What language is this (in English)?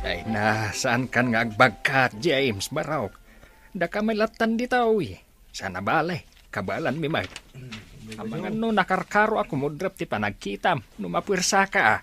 Iloko